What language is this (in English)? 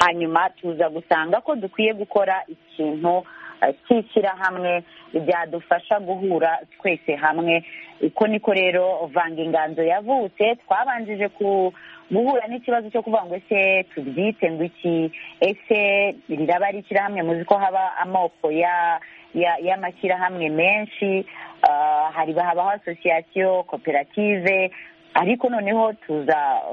Kinyarwanda